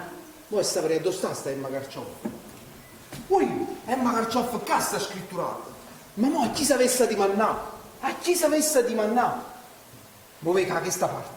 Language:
Neapolitan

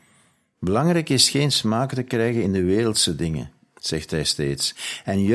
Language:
Dutch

